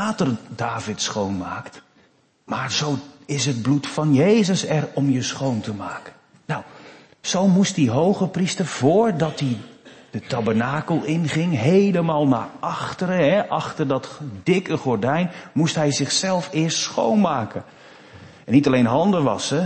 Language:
Dutch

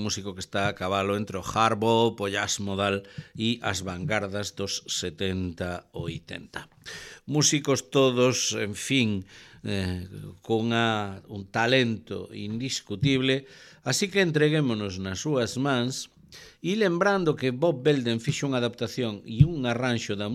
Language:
Galician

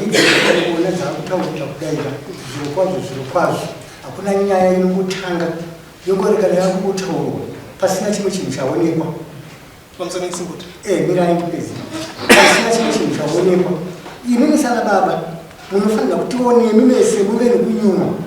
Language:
Shona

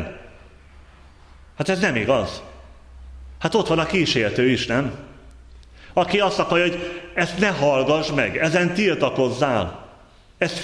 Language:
Hungarian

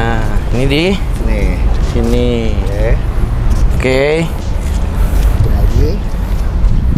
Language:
Indonesian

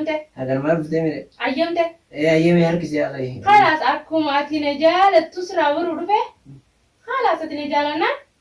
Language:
Oromo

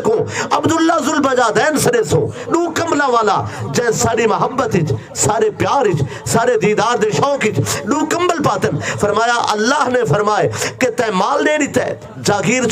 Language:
Saraiki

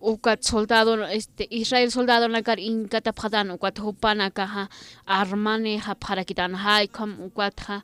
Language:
Aymara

